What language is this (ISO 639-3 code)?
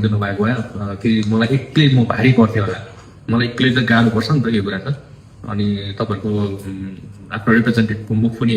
nep